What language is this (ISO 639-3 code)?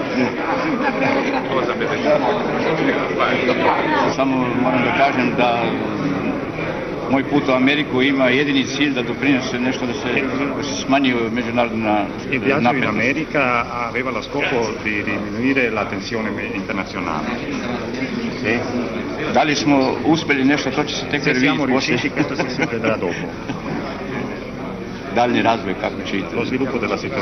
srp